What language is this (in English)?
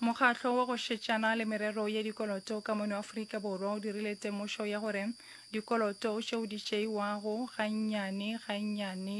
Northern Sotho